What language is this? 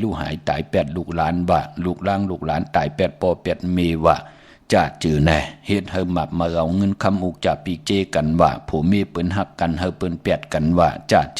Shan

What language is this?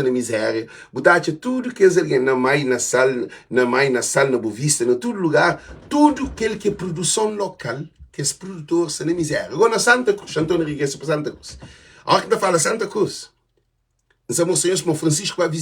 Kabuverdianu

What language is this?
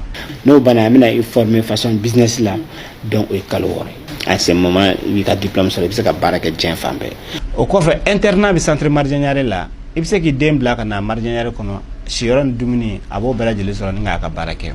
Bambara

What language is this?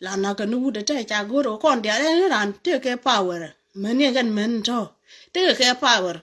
Nuer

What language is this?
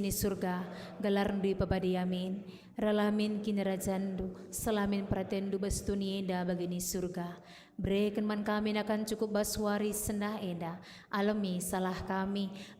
Batak Karo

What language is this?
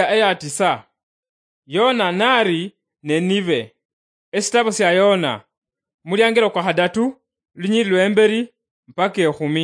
Luyia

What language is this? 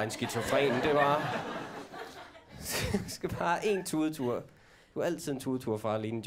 Danish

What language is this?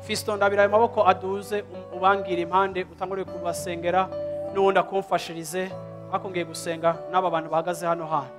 Rundi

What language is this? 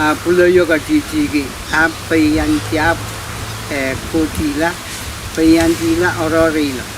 Pohnpeian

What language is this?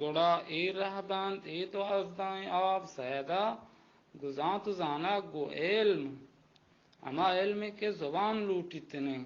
Baluchi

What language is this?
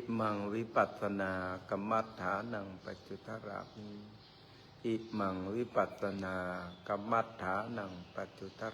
Pali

